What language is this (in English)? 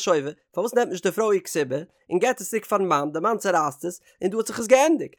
Yiddish